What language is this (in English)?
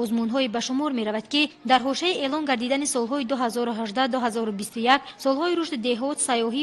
Tajik